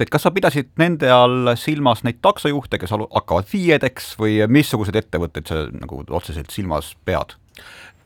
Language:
Estonian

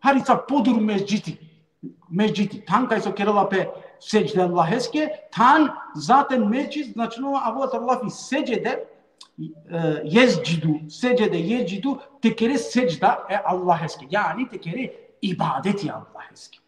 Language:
Balkan Romani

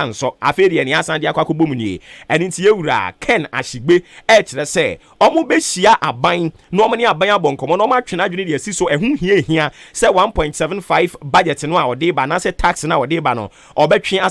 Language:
Akan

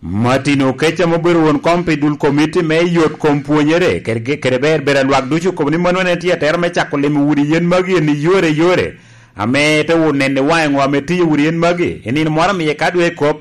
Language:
Lango (Uganda)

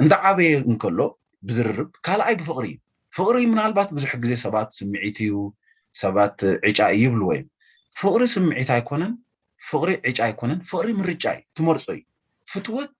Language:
Tigrinya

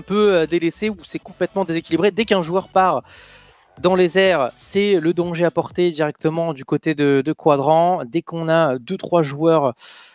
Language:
French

